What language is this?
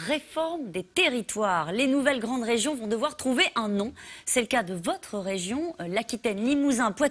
French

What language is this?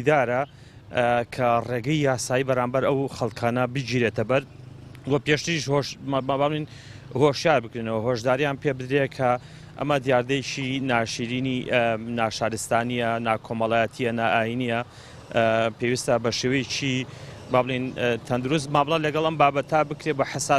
Central Kurdish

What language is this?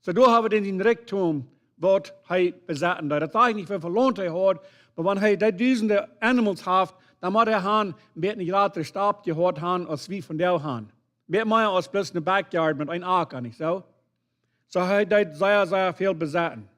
Plautdietsch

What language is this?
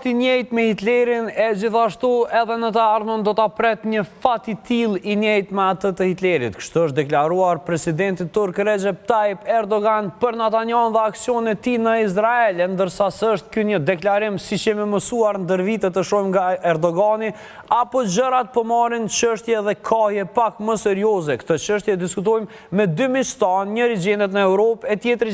Albanian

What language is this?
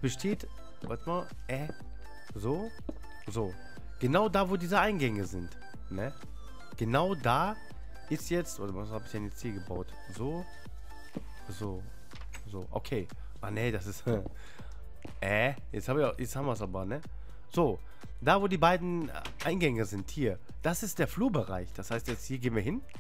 German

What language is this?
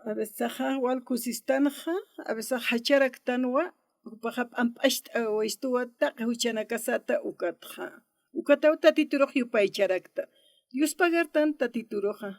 Aymara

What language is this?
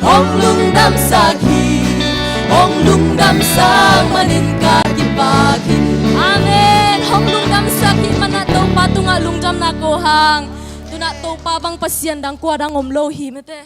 Tedim Chin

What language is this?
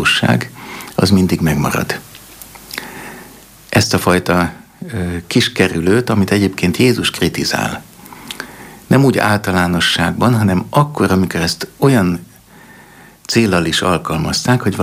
Hungarian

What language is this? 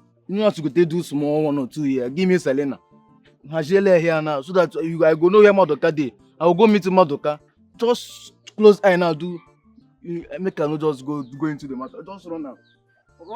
Nigerian Pidgin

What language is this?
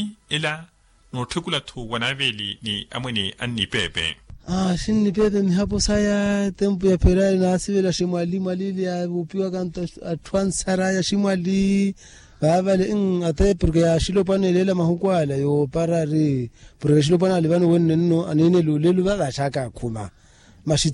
Makhuwa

